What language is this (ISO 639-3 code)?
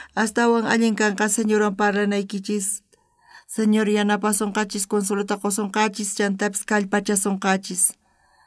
quh